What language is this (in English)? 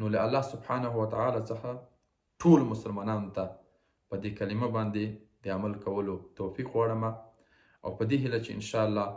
Pashto